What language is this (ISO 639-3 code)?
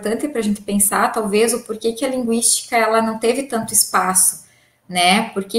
por